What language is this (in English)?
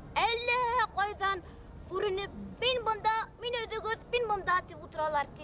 Bashkir